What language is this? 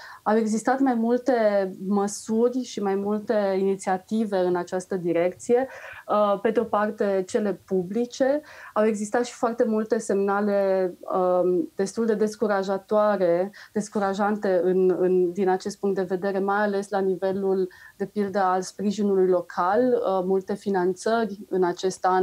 Romanian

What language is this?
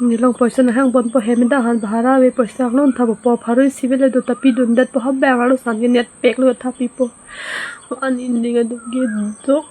Karbi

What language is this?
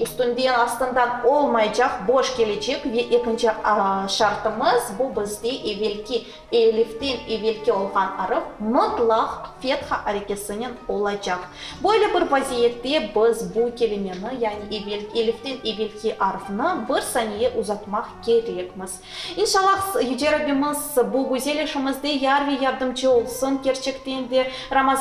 Crimean Tatar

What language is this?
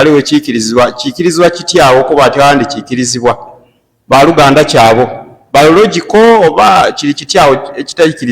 Ganda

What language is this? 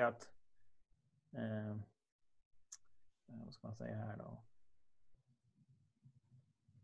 Swedish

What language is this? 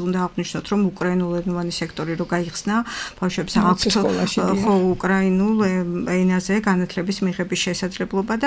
Georgian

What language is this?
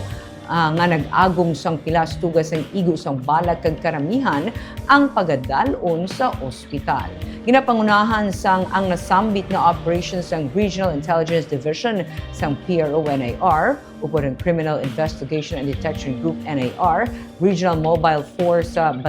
Hiligaynon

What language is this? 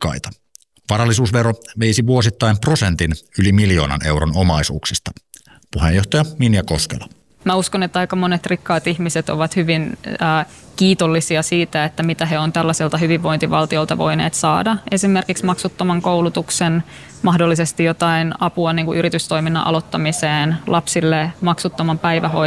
Finnish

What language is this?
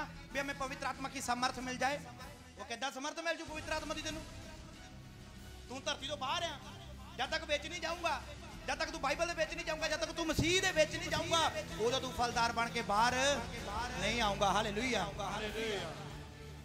Punjabi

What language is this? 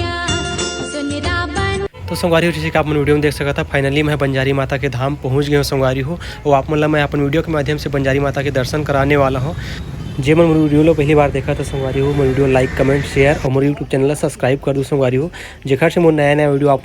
Chhattisgarhi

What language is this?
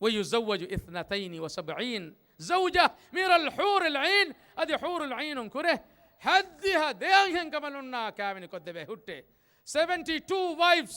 Divehi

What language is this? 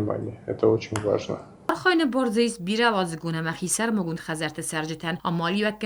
Ossetic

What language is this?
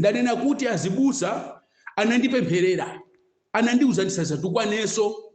Nyanja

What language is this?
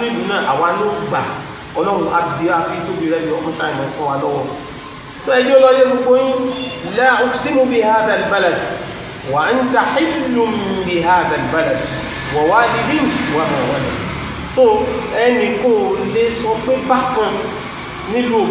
Yoruba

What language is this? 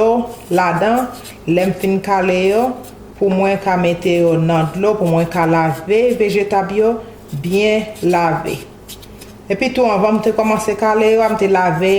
Haitian Creole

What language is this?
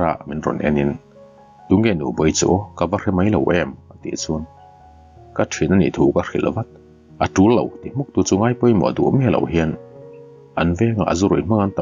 Mizo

